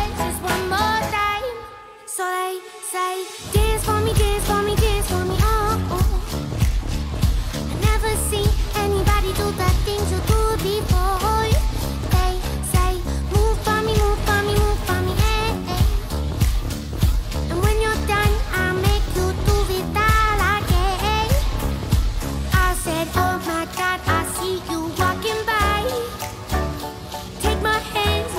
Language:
English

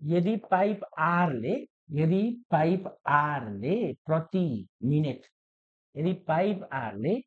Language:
Nepali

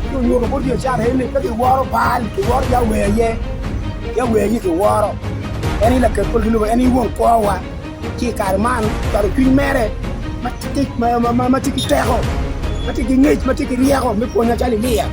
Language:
Acoli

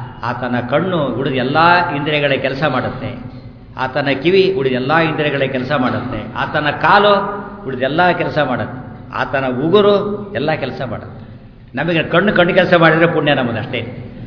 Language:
Kannada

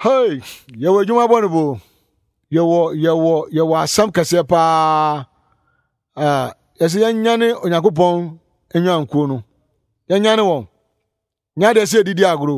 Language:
Akan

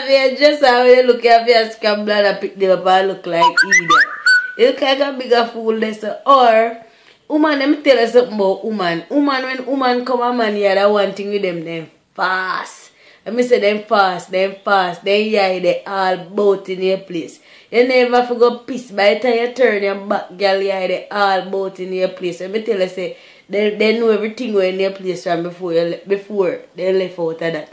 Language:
Jamaican Creole English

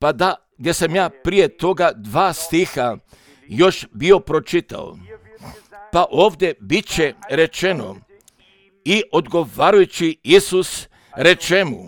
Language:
Croatian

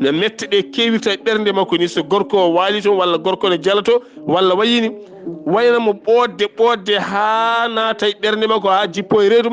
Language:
Fula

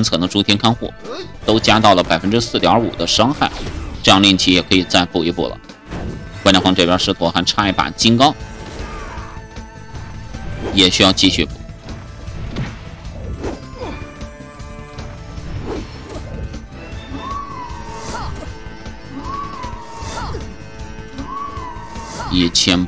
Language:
Chinese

